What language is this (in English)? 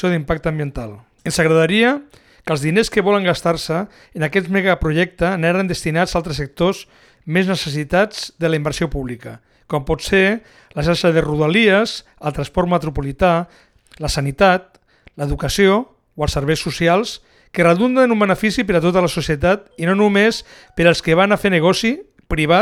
Catalan